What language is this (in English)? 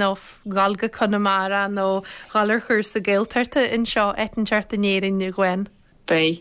Irish